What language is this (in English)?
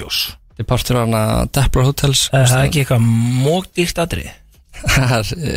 Icelandic